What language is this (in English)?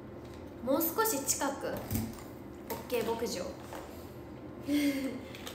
Japanese